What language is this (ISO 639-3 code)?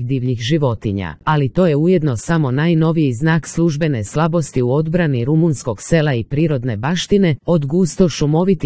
srp